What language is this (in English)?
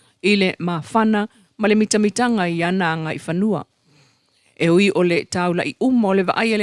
Samoan